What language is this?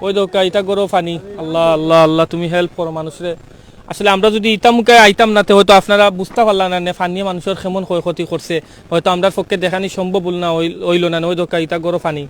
Sylheti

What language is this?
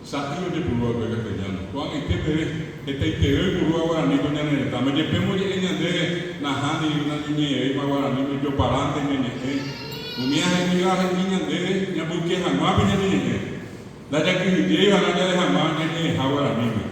Guarani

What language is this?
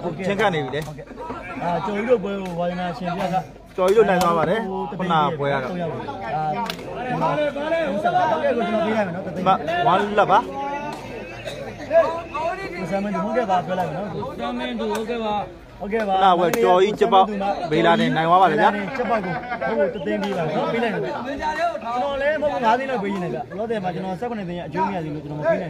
Burmese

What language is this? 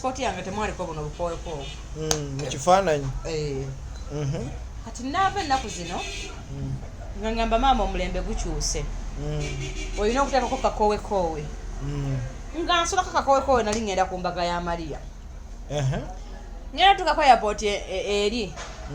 Ganda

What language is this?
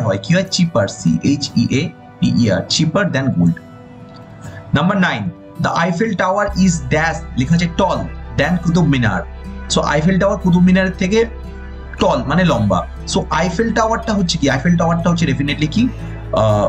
Bangla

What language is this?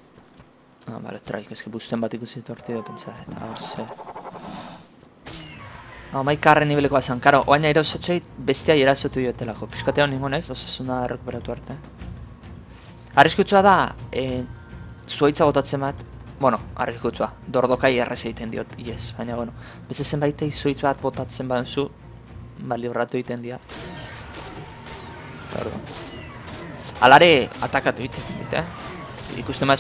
Basque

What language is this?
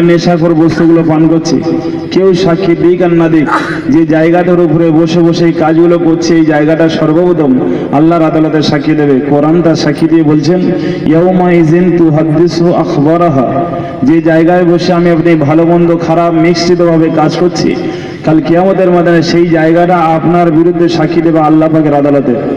Bangla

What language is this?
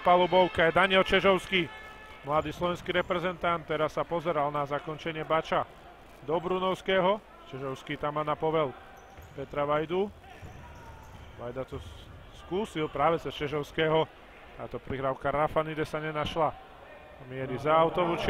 Slovak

